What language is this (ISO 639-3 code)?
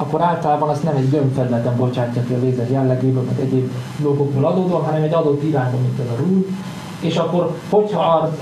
hun